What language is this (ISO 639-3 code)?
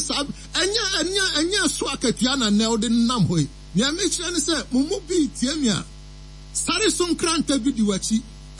aka